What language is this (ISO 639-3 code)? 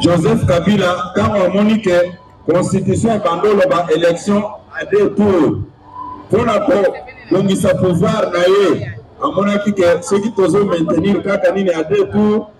lin